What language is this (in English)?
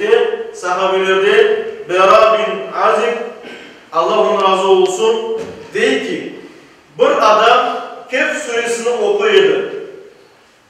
Crimean Tatar